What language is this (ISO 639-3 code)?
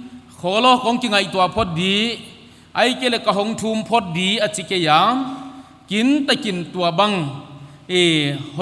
pck